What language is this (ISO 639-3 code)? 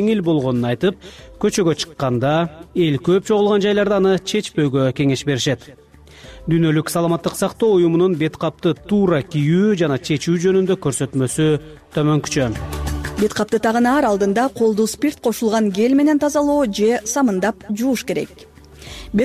kir